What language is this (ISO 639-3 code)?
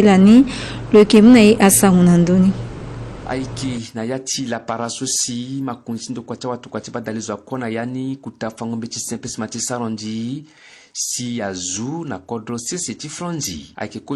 sag